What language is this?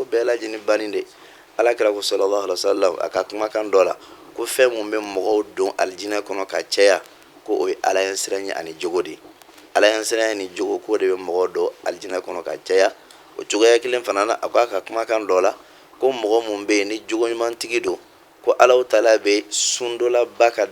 Bambara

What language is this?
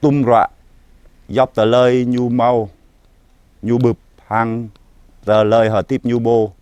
Jarai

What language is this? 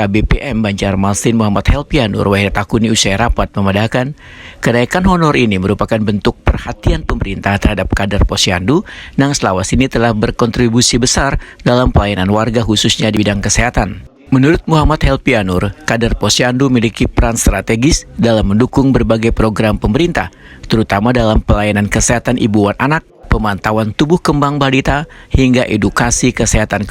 Banjar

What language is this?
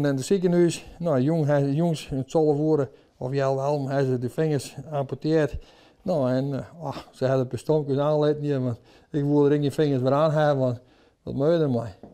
Western Frisian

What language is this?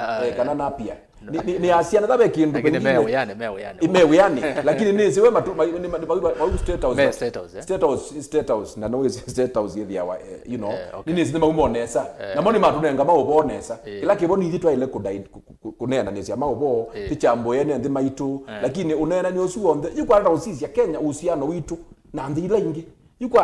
Kamba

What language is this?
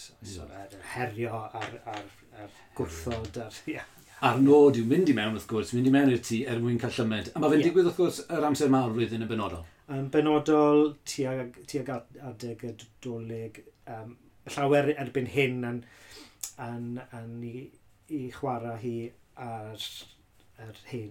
Welsh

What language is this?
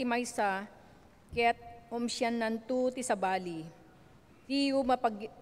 Iloko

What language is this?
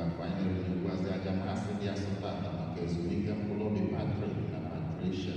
Igbo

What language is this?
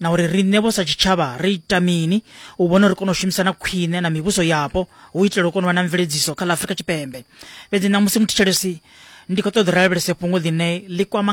Venda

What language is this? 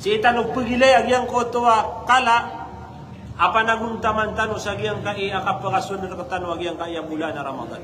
Maranao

